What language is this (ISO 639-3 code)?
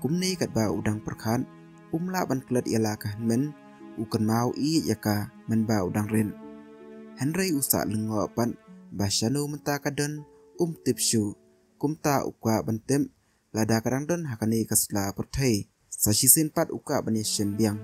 kha